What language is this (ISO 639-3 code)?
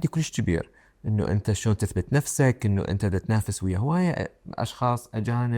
acm